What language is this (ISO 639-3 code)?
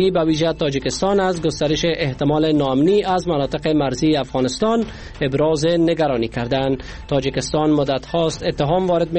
fas